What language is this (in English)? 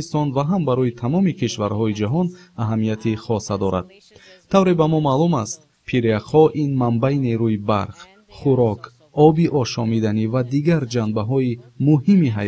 Tajik